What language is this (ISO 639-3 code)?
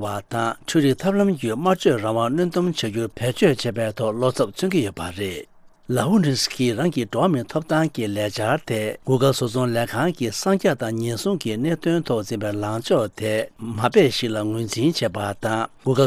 bod